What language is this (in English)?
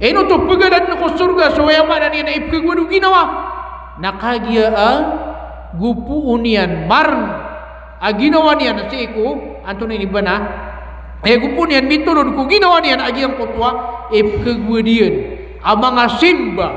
Maranao